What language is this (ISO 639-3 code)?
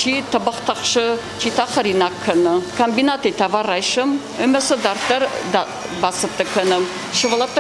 oss